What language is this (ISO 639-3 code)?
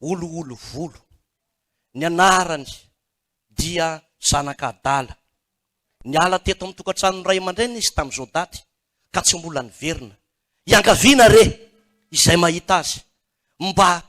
mlg